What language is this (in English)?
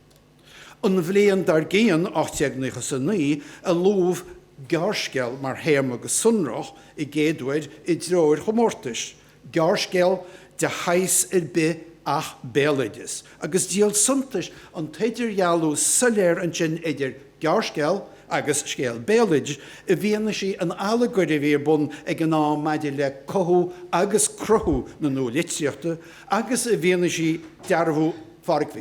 Irish